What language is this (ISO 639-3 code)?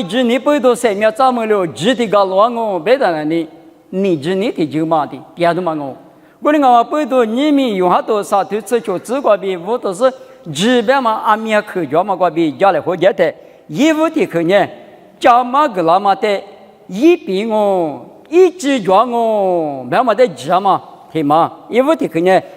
lis